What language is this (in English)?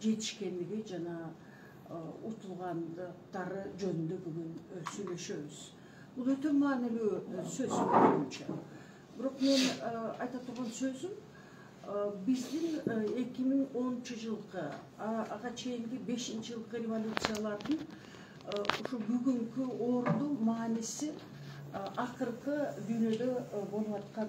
Kyrgyz